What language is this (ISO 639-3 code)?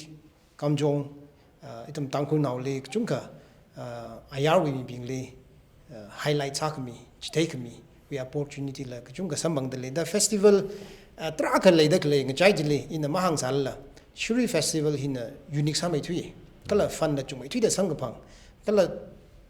nmf